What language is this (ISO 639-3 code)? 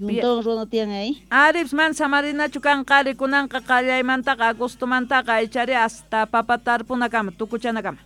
quh